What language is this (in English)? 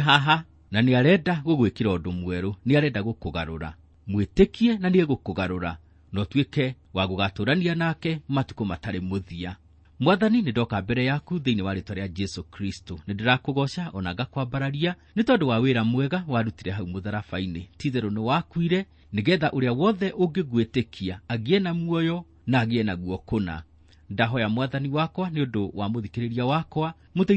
Kikuyu